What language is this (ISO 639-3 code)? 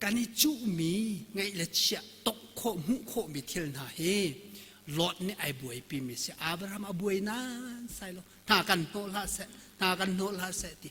cnh